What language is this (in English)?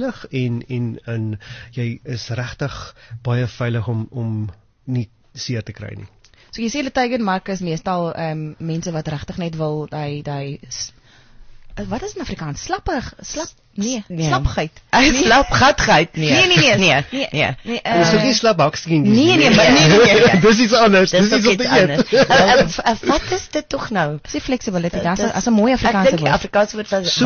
Afrikaans